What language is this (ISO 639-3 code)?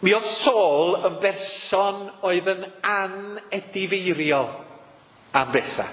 cym